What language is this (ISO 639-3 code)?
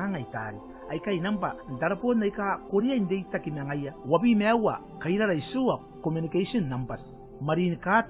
gil